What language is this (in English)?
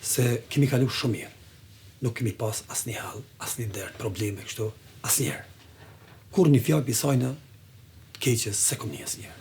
Albanian